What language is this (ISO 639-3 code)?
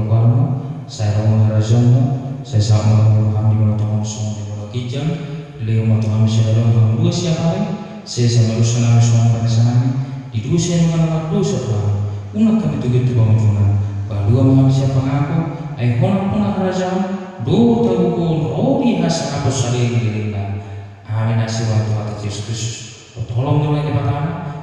bbc